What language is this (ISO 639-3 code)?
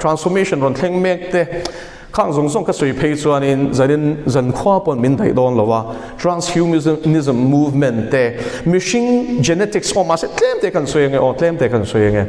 lus